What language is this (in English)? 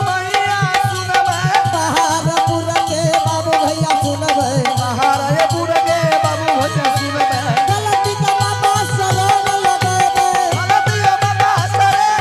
Angika